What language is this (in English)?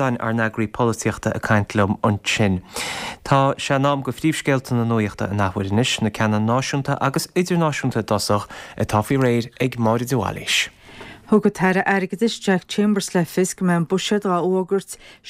Irish